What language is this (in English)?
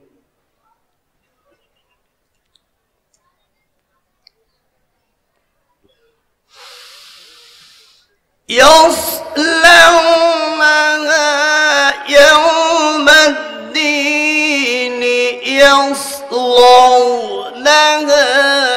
Arabic